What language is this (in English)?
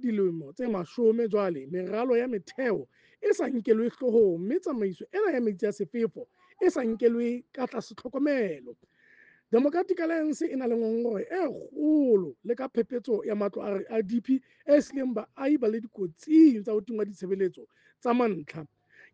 Southern Sotho